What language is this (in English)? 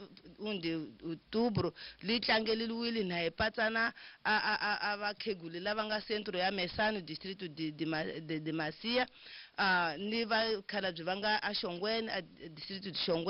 Tsonga